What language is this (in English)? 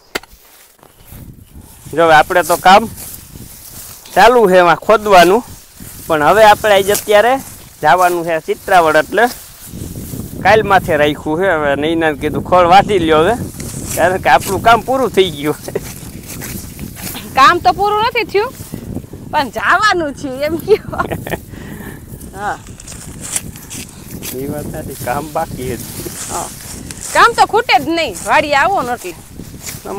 Gujarati